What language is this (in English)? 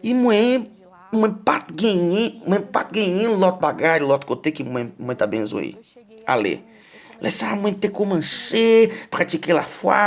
Haitian Creole